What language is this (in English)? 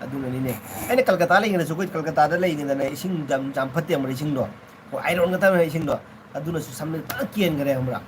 Manipuri